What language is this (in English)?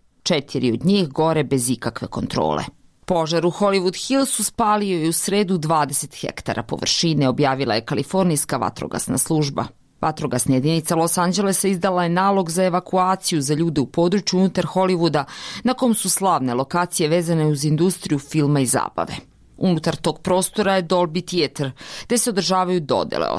Serbian